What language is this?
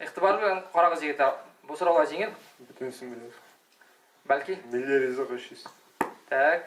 Tatar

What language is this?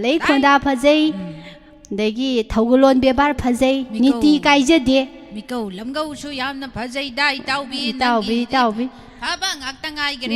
Manipuri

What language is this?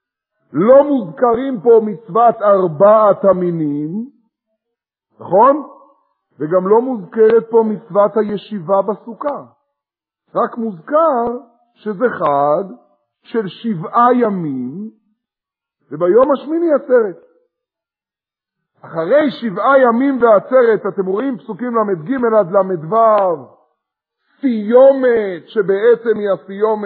Hebrew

